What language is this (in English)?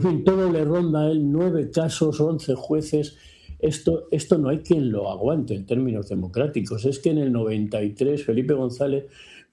Spanish